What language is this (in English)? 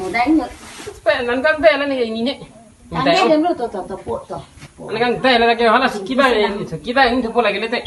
Karbi